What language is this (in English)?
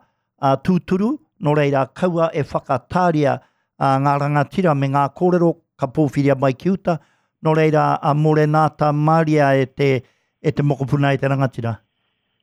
Māori